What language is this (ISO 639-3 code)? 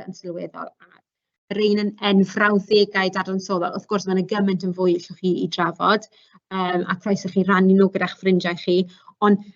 cym